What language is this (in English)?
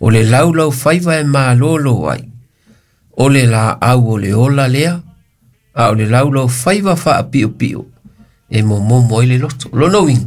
Samoan